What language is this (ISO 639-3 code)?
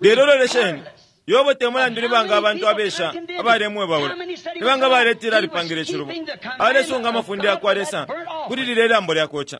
bem